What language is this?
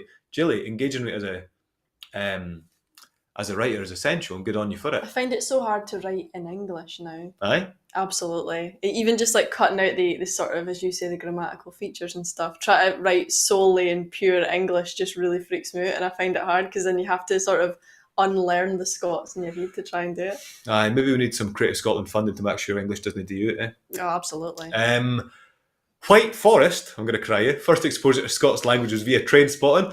Scots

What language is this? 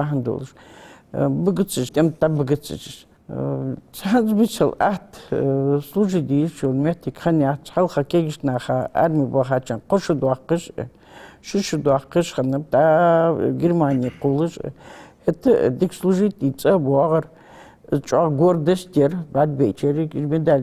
Ingush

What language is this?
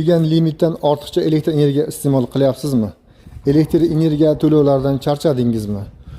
Uzbek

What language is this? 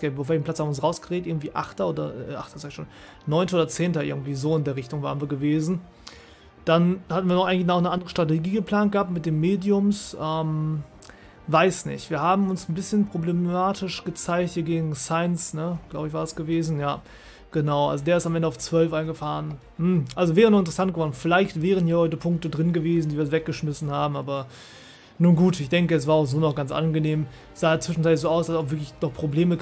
German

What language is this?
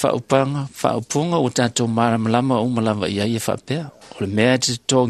Samoan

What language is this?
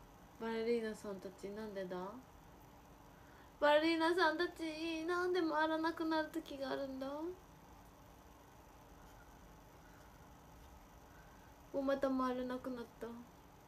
Japanese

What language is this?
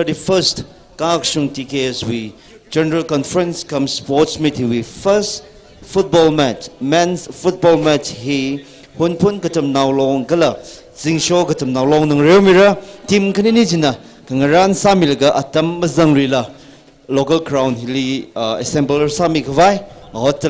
Tangkhul Naga (India)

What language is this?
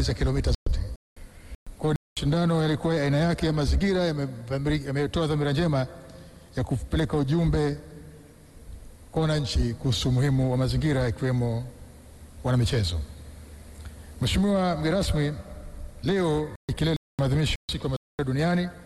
Swahili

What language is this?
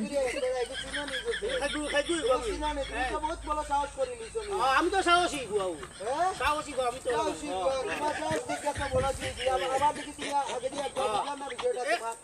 Sylheti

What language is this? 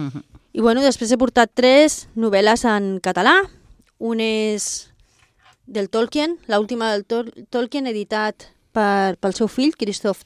Catalan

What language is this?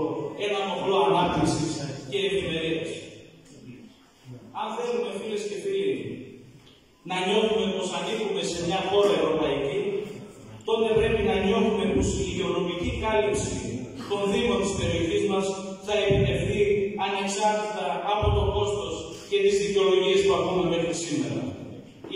Greek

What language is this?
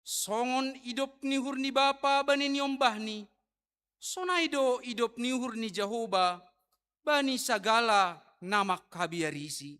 Batak Simalungun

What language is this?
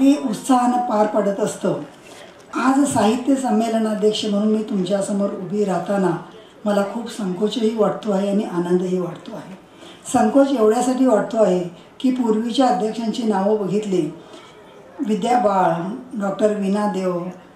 Marathi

